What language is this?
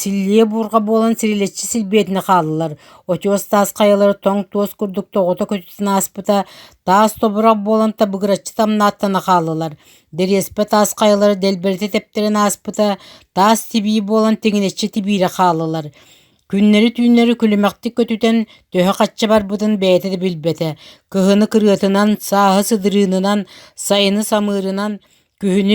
Yakut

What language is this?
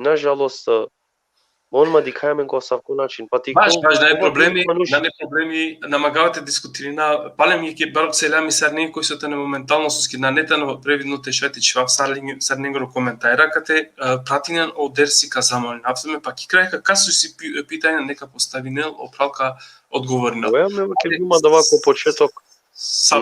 Balkan Romani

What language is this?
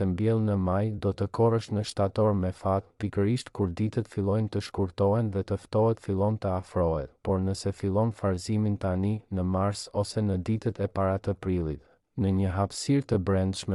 Albanian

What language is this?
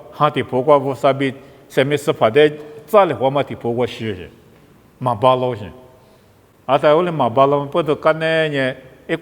Lisu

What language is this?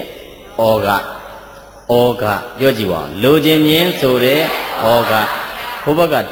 Burmese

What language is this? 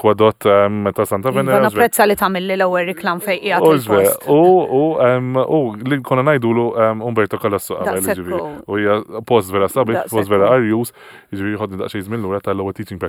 Maltese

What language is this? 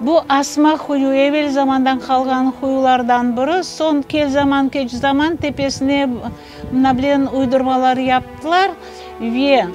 Crimean Tatar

